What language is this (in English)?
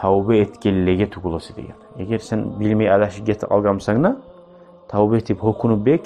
Kumyk